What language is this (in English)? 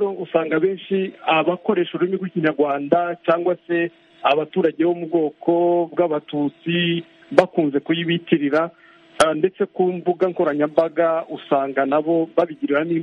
Kinyarwanda